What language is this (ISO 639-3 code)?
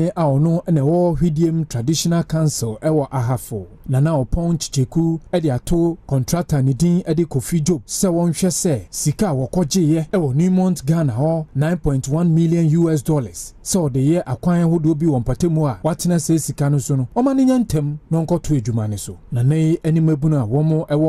aka